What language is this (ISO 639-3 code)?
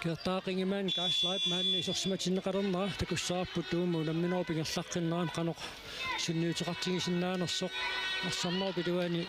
kal